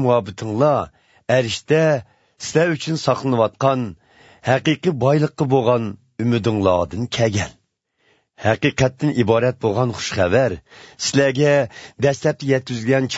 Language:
Uyghur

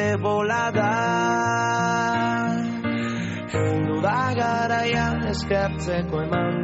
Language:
Basque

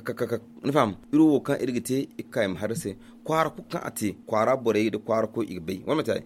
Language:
Zarma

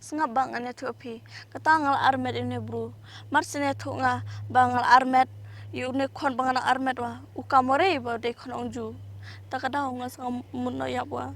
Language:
Khasi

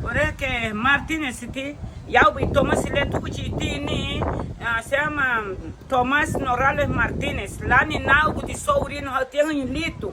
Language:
Garifuna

